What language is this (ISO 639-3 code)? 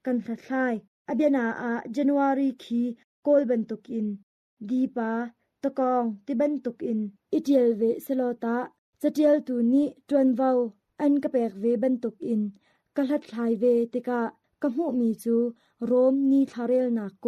cnh